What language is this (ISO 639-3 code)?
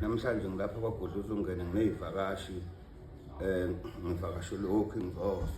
zul